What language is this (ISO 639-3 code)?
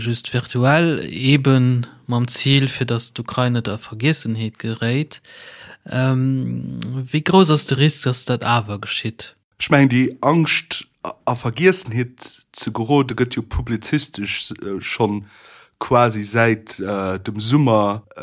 ltz